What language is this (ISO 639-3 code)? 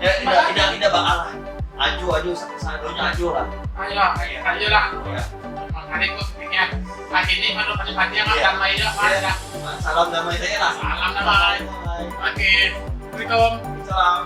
min